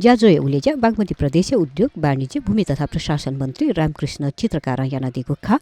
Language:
Newari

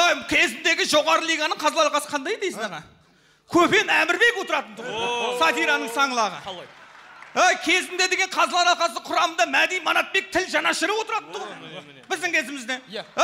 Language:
Kazakh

